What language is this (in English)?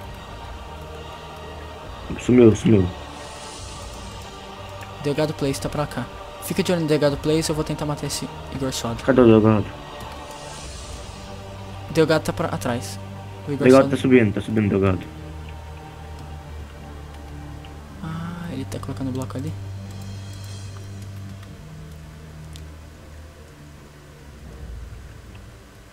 Portuguese